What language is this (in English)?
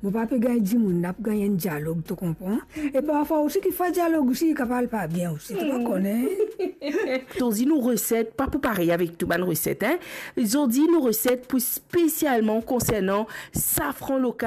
Morisyen